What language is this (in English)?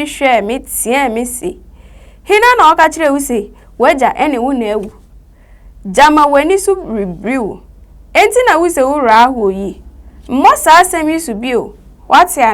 Akan